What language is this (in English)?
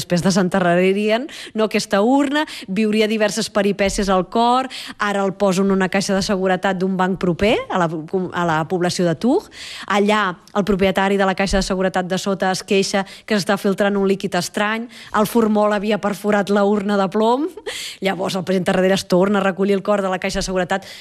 Catalan